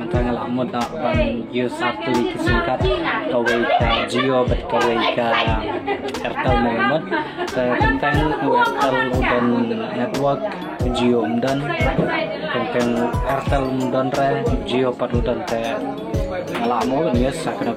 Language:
Khasi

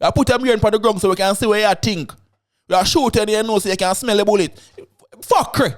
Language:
Jamaican Creole English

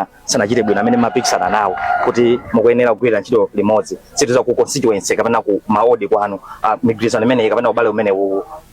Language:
Nyanja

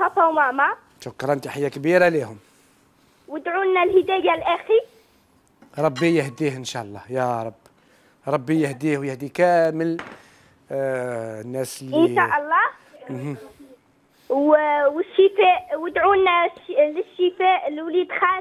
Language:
Algerian Arabic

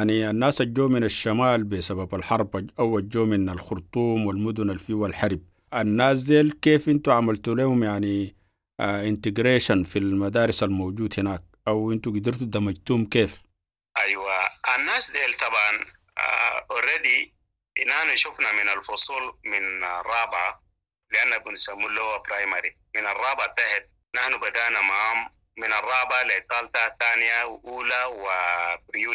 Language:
Sudanese Arabic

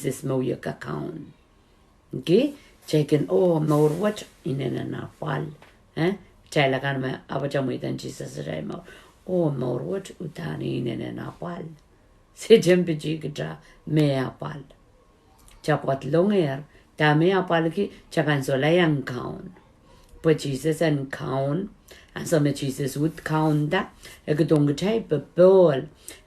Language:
Pohnpeian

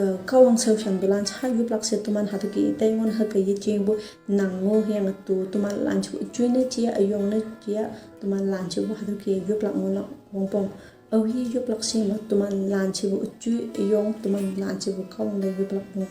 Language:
Konyak Naga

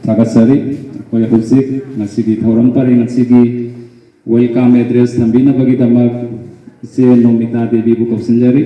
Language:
Manipuri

